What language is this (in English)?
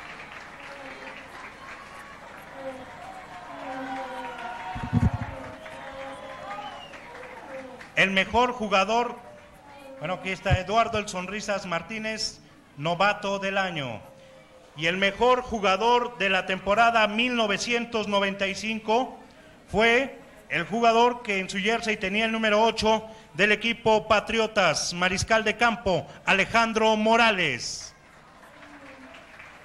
Spanish